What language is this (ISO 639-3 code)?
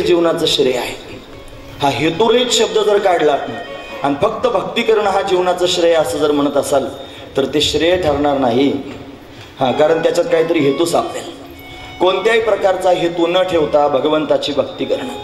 mar